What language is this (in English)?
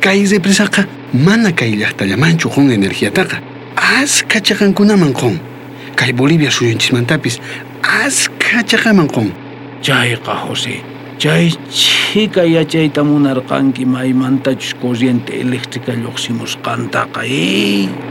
South Bolivian Quechua